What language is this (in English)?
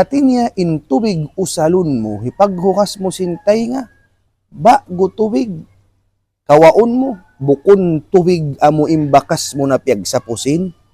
Tausug